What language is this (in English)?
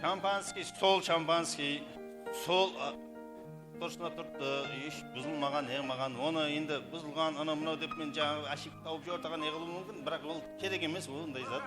Kara-Kalpak